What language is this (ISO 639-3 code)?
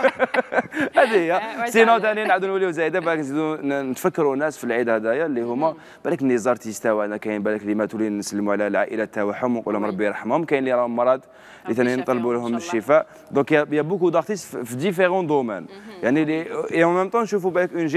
arq